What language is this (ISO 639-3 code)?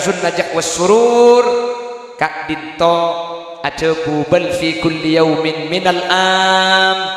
mad